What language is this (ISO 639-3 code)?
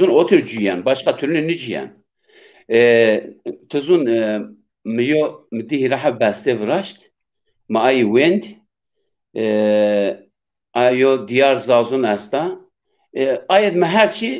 zza